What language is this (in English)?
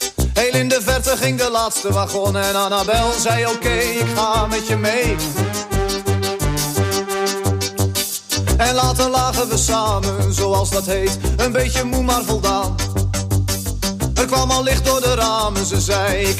Dutch